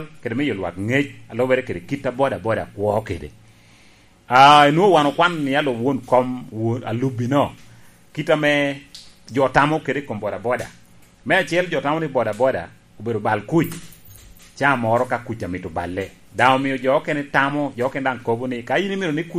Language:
Lango (Uganda)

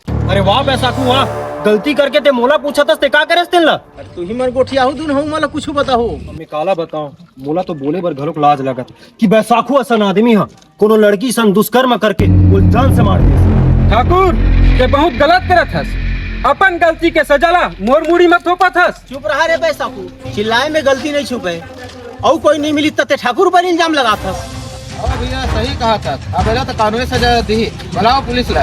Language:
Chhattisgarhi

